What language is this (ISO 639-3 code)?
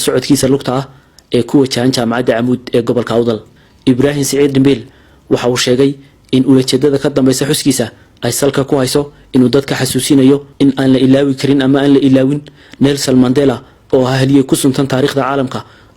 som